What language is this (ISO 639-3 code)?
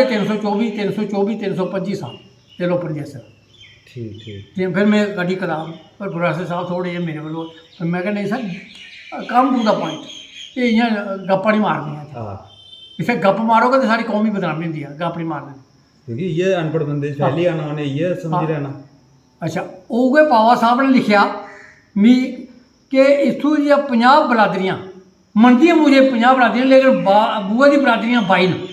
doi